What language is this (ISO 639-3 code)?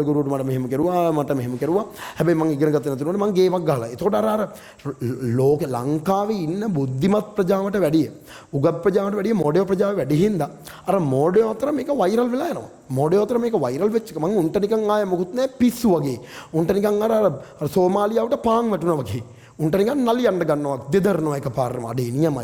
sin